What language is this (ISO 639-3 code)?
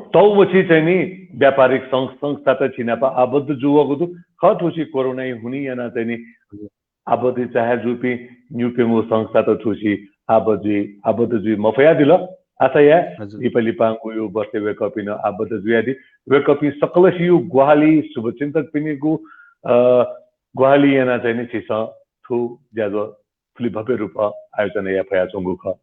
new